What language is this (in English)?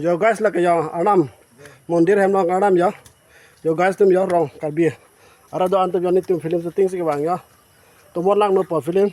Karbi